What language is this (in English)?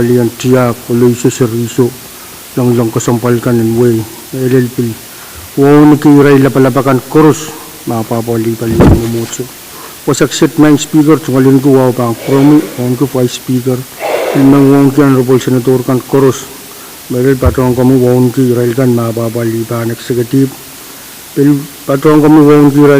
Pohnpeian